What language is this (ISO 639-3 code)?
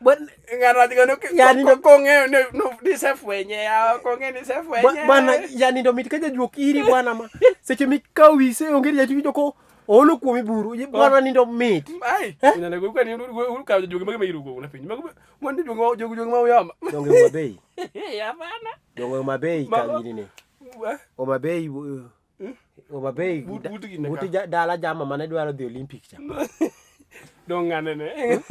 luo